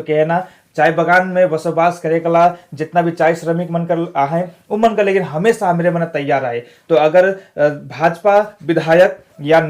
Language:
Sadri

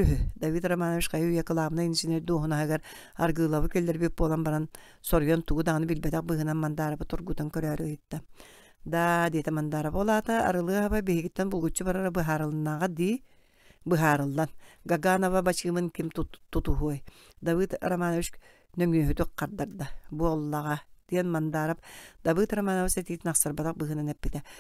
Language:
Yakut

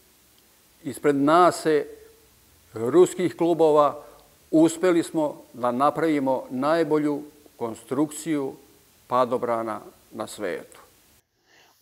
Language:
Serbian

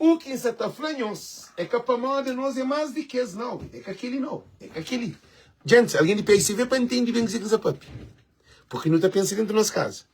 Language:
Kabuverdianu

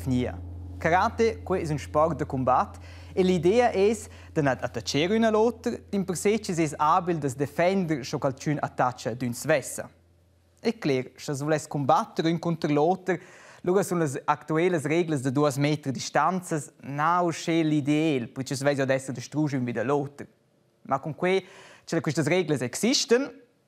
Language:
Romansh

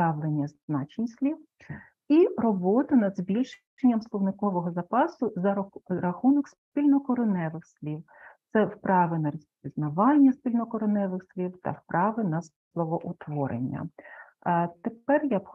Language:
Ukrainian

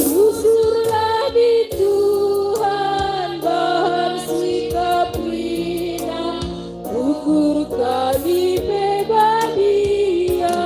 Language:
Batak Karo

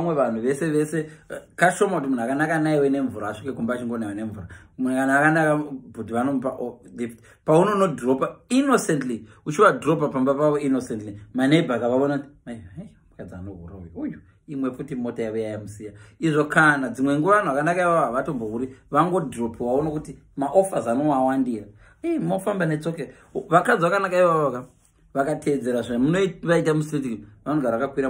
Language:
Shona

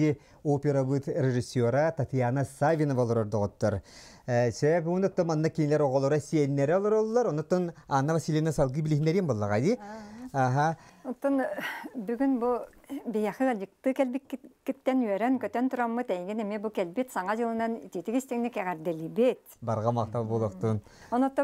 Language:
Yakut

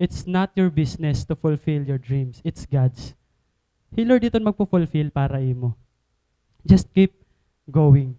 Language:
Waray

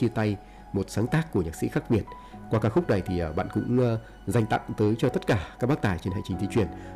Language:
Vietnamese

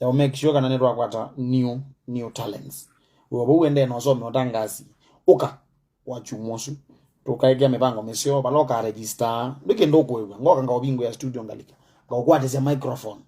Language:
Kamba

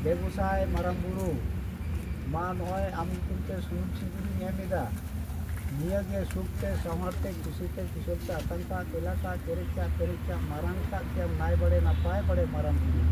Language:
Santali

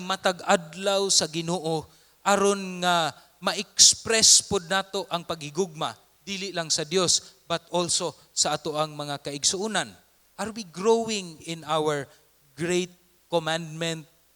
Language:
Cebuano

